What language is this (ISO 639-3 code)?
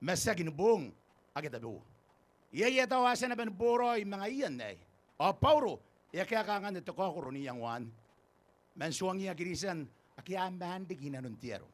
gil